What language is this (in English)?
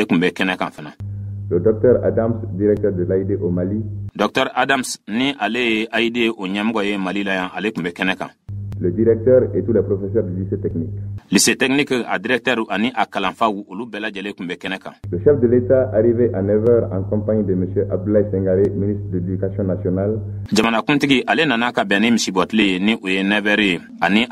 Bambara